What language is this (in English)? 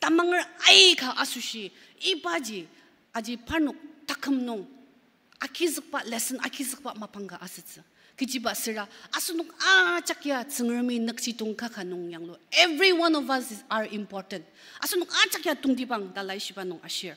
Ao Naga